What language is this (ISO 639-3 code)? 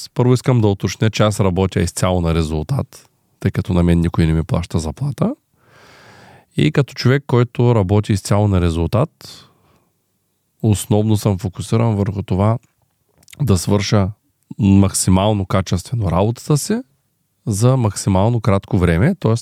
bul